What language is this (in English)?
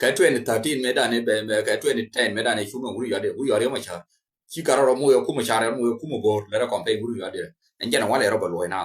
Nuer